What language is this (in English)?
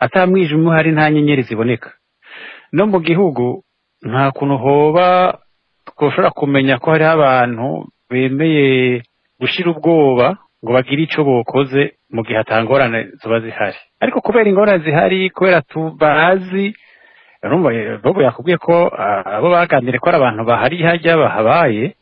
Rundi